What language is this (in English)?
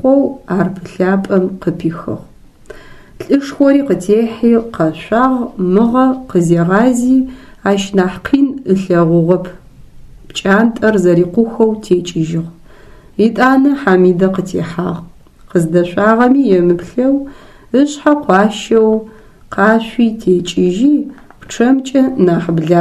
Adyghe